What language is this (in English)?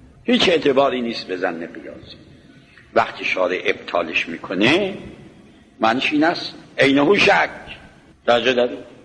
Persian